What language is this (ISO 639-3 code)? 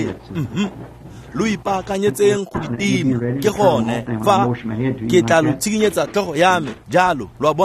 tsn